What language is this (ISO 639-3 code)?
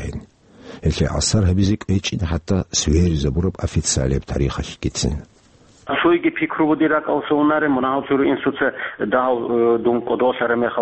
ava